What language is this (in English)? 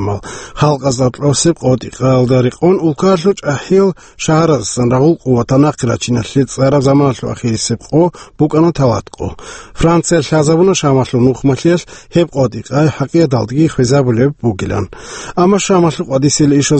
Avaric